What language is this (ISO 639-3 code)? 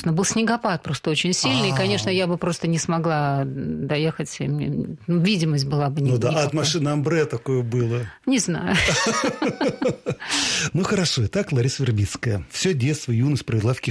rus